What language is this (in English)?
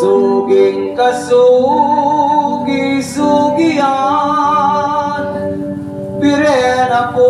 Pampanga